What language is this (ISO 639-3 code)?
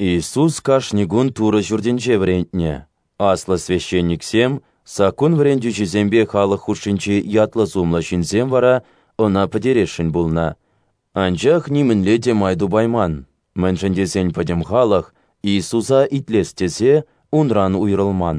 chv